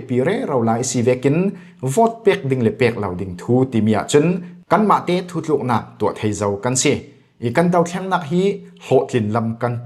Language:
Falam Chin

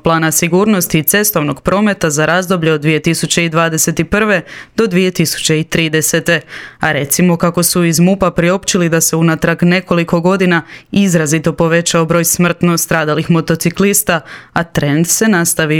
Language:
Croatian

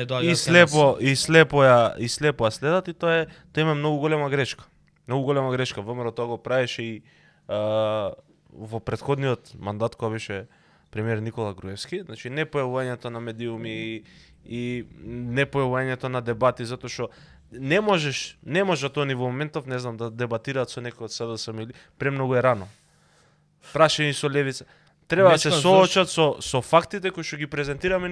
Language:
Macedonian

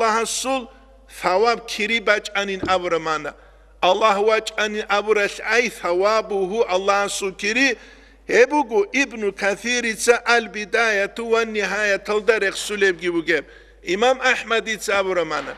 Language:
Avaric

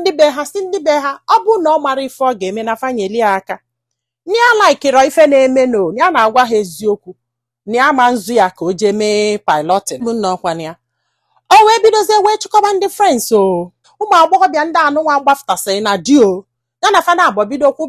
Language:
Igbo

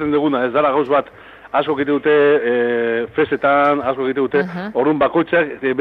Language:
Basque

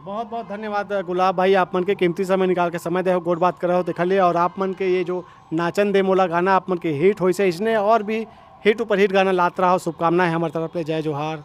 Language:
Chhattisgarhi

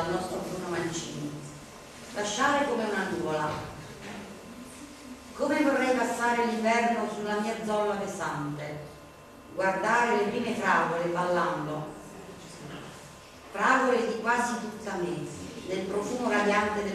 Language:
Italian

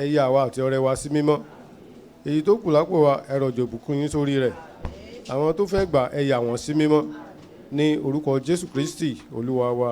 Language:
Yoruba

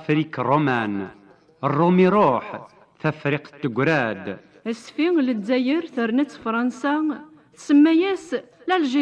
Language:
Kabyle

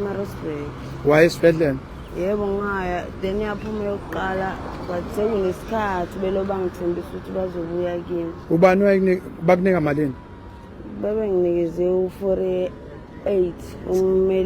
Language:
Zulu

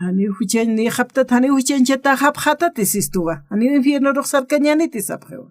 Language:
Aymara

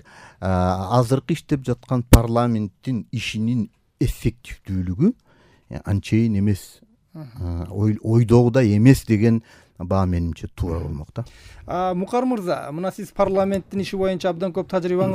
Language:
Kyrgyz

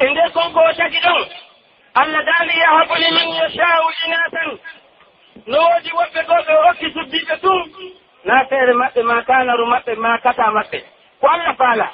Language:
Pular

